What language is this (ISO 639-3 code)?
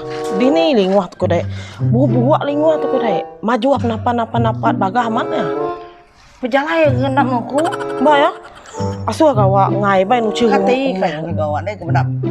iba